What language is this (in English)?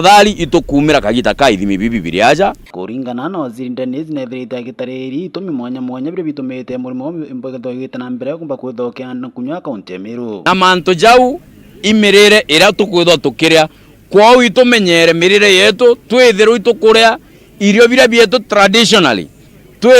Meru